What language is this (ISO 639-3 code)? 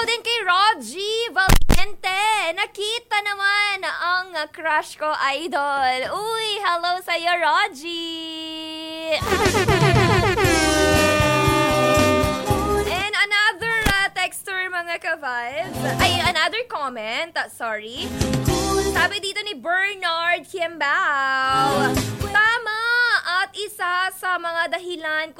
fil